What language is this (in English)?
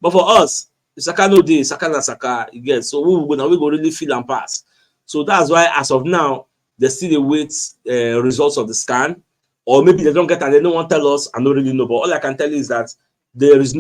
Nigerian Pidgin